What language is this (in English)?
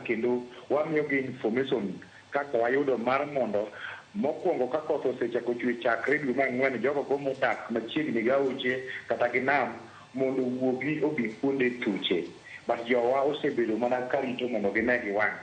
Luo (Kenya and Tanzania)